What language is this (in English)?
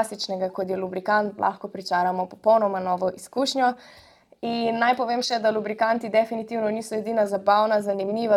Slovenian